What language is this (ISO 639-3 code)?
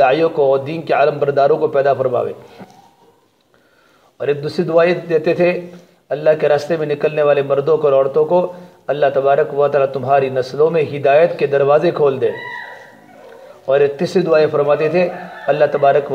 urd